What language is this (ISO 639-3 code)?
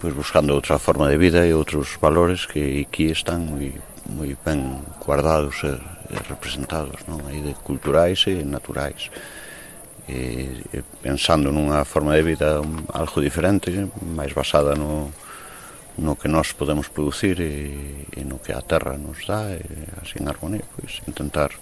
glg